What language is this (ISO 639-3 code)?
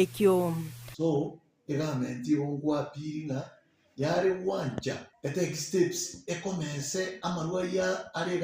guz